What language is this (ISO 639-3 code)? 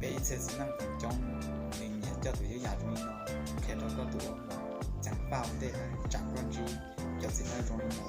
hmn